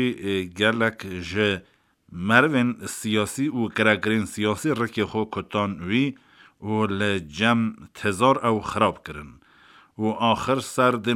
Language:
Kurdish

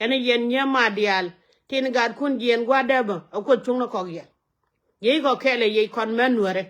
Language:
Nuer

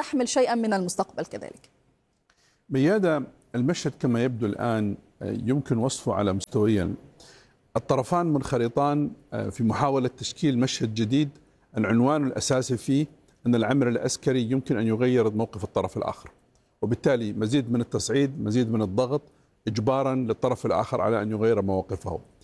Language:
Arabic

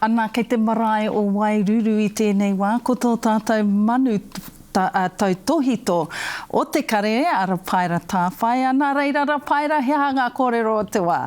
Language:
Māori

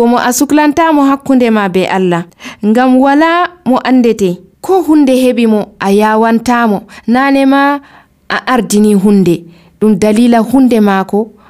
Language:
Nigerian Fulfulde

